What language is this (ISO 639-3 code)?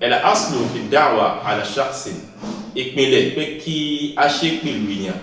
yor